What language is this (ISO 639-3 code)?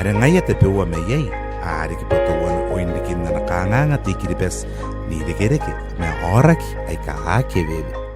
gil